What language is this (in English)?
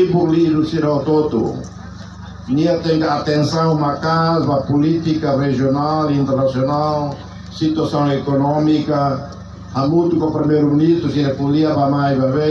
Tetum